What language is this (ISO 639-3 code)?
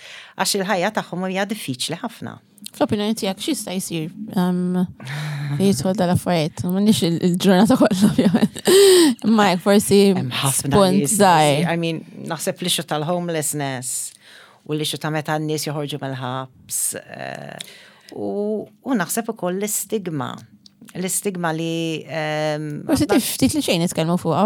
mlt